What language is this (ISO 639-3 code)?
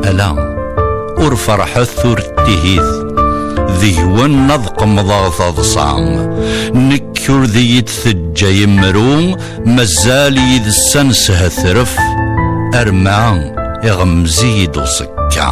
kab